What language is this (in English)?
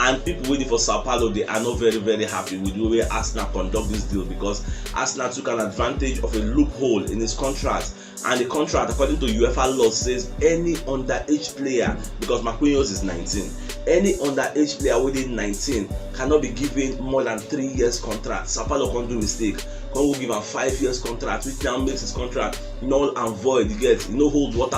Nigerian Pidgin